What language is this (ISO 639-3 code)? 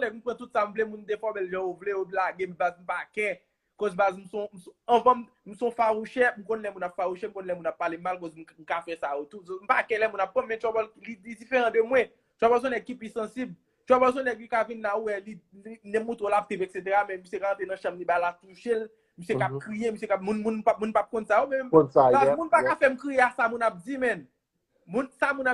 hat